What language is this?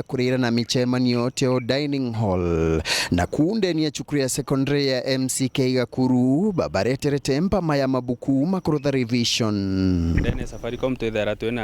Meru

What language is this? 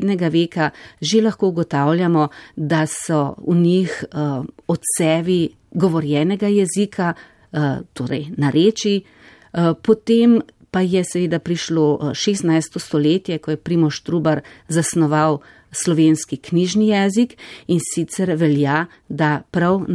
Slovenian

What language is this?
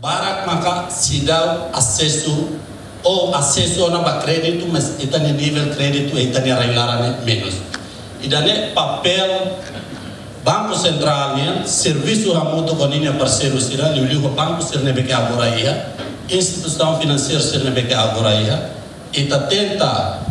Tetum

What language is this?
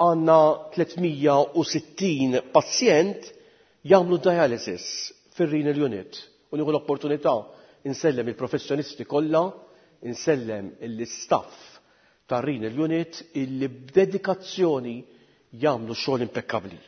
Maltese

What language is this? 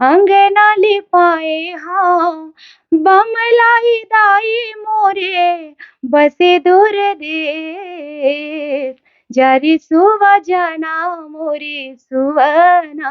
Chhattisgarhi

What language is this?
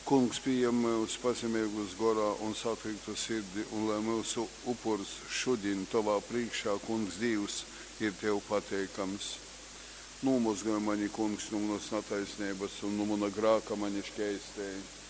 Latgalian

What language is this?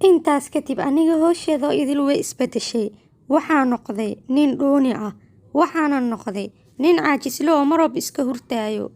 Somali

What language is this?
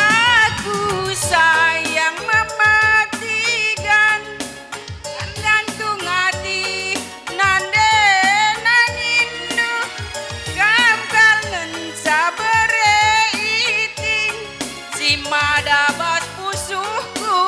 Batak Karo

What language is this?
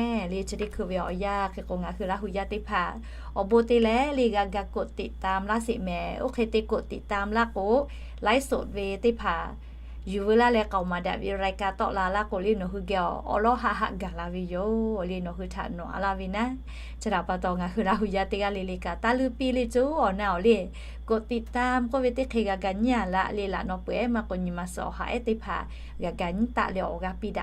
Lahu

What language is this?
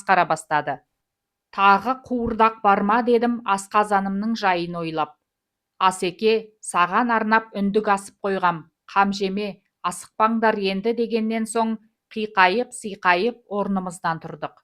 Kazakh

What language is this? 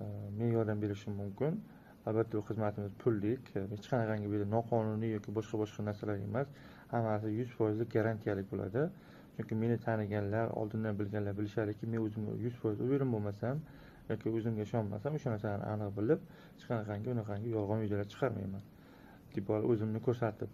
Uzbek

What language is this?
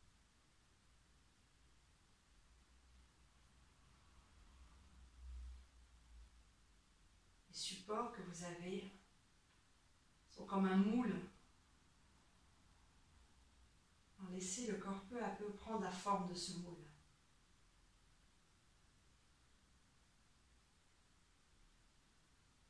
French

